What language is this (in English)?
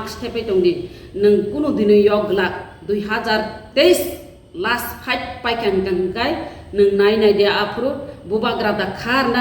Kok Borok